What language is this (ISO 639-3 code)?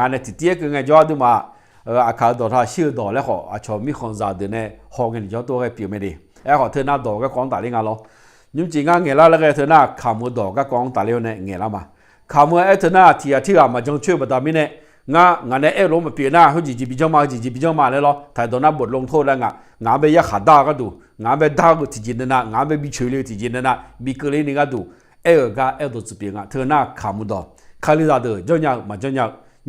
ahk